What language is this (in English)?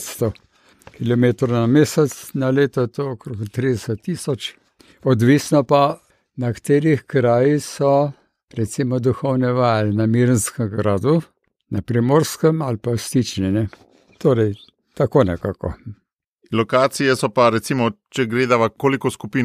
Slovenian